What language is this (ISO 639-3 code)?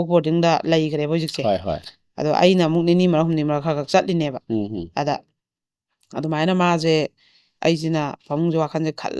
mni